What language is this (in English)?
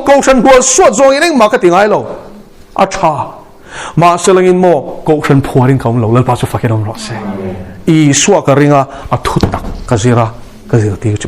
Mizo